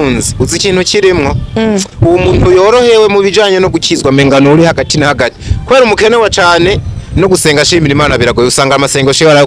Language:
Rundi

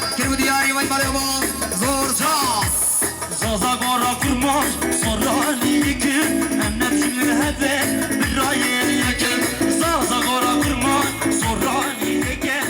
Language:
Kurdish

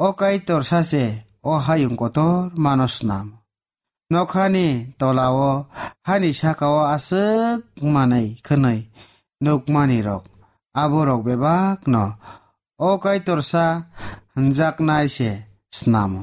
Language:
Kok Borok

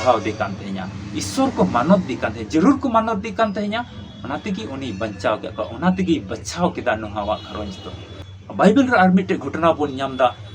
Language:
Santali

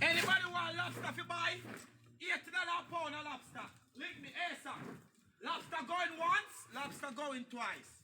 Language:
Jamaican Creole English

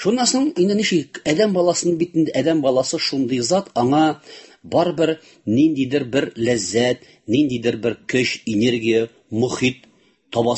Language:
Tatar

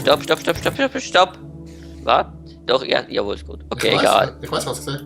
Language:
Swiss German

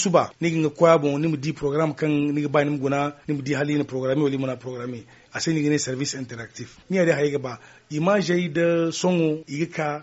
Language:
Zarma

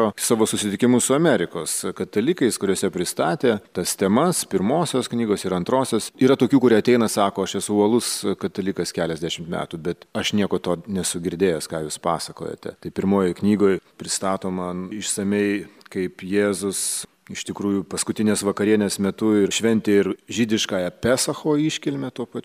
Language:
Lithuanian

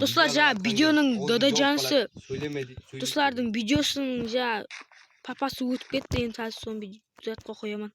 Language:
Kara-Kalpak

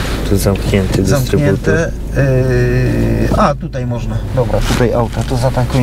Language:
Polish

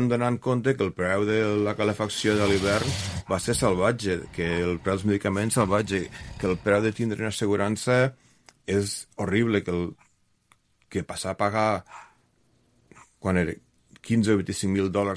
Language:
Catalan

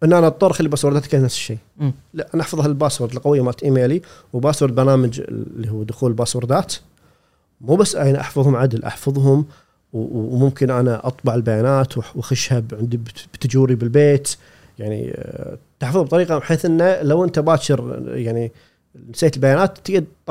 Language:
Gulf Arabic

